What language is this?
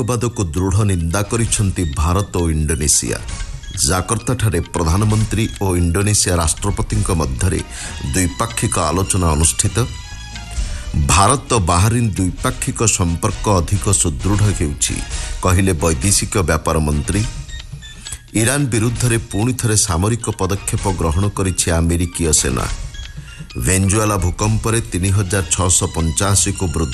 Odia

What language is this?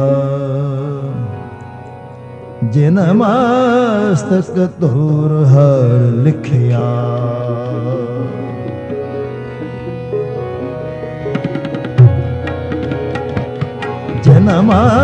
Punjabi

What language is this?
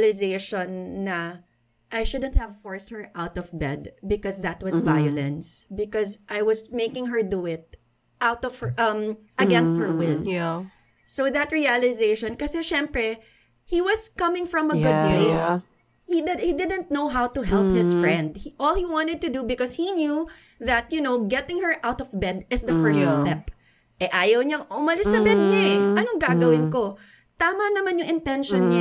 Filipino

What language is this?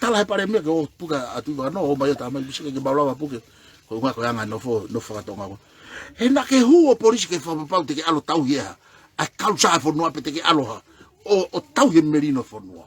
Tongan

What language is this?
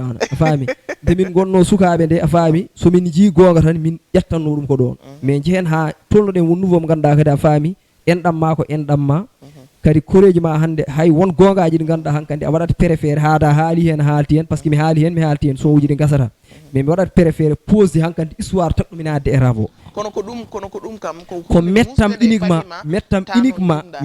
Fula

